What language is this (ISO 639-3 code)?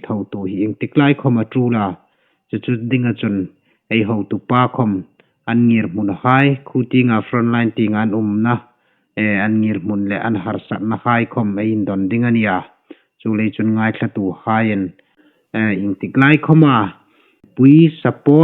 hmr